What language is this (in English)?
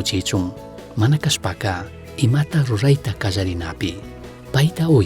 Chimborazo Highland Quichua